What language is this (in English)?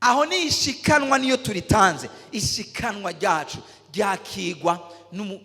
Rundi